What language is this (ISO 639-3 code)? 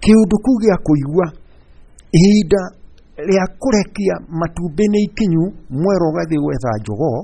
kik